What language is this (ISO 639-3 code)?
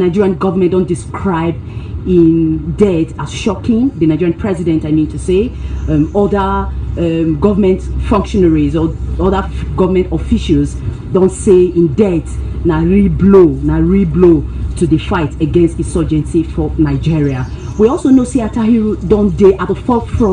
pcm